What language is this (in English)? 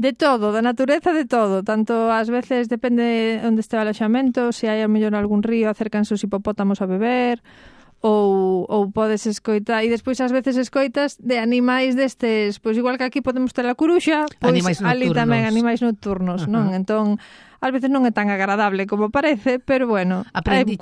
Galician